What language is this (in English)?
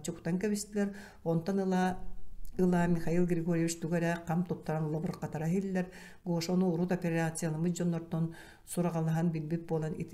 Yakut